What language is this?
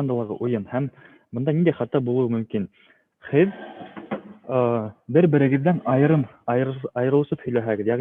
Bashkir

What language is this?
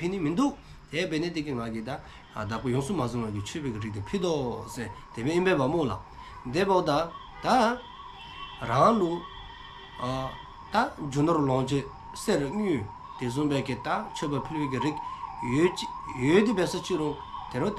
Dzongkha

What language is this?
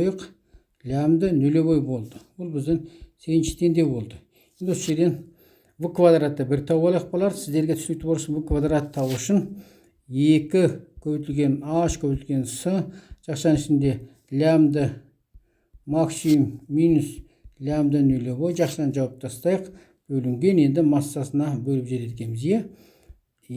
Kazakh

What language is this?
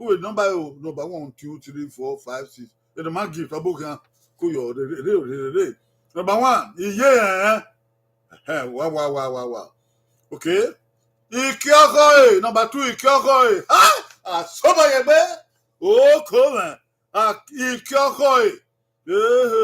Bini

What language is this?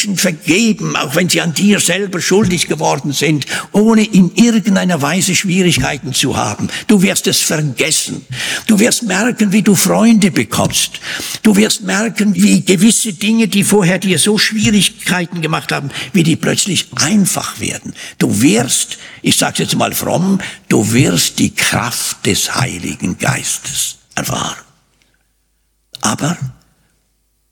German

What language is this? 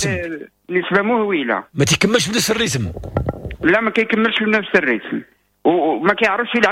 Moroccan Arabic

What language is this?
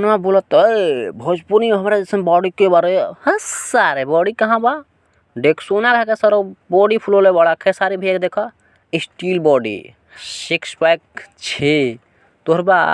Bhojpuri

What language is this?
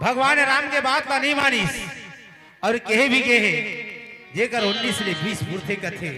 Chhattisgarhi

